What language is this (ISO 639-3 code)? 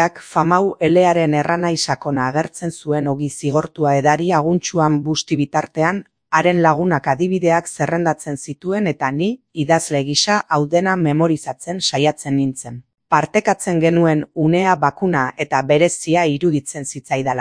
eus